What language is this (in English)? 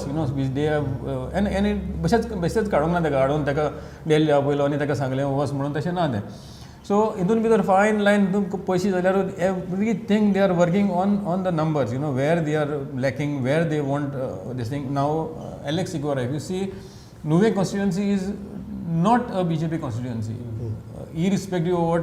Konkani